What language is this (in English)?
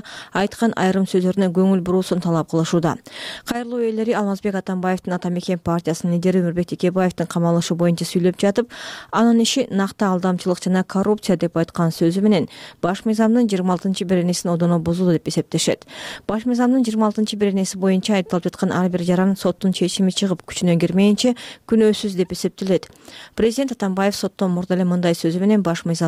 Kyrgyz